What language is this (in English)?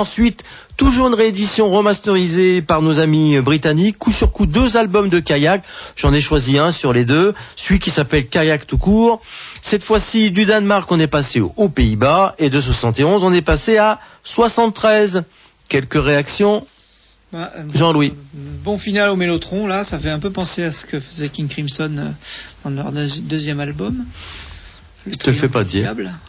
French